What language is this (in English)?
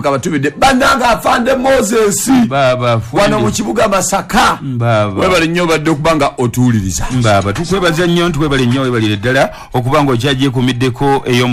Ganda